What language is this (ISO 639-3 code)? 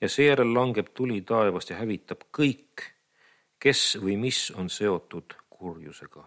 est